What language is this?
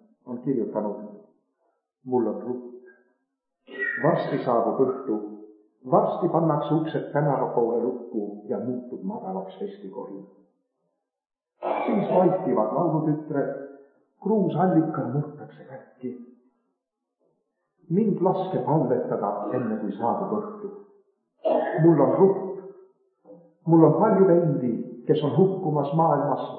Estonian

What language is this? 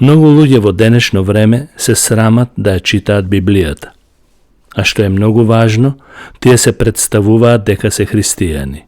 Macedonian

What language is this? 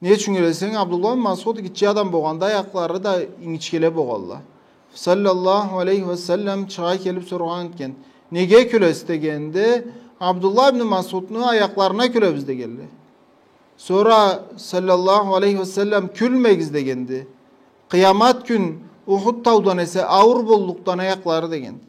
Karachay-Balkar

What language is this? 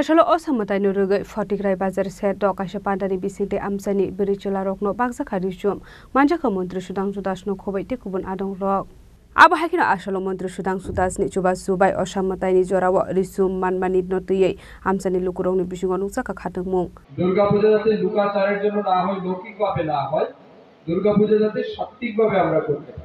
Kok Borok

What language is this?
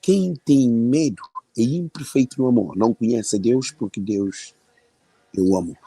Kabuverdianu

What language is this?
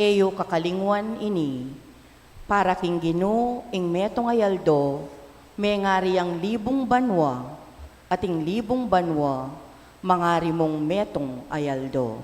Pampanga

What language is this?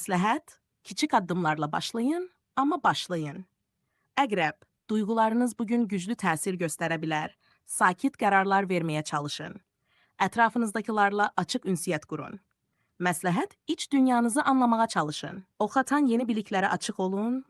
Azerbaijani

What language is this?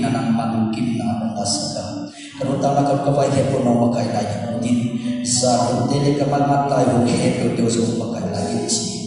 Tedim Chin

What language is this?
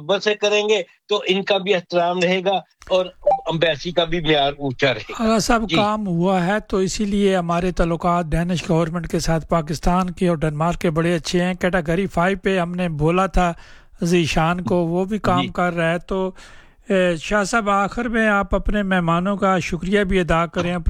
Urdu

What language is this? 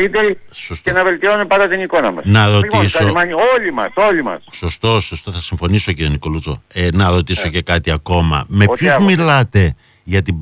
Greek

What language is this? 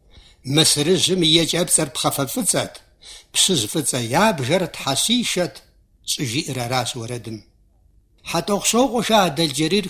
Kabardian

